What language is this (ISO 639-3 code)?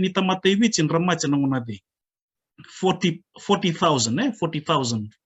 fij